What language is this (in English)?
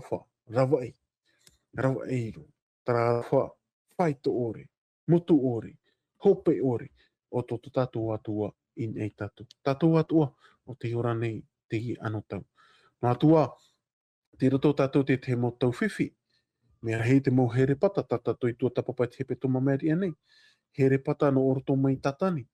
Tahitian